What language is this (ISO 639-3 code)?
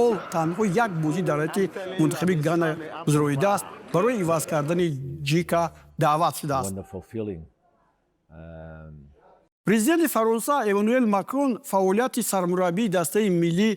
tgk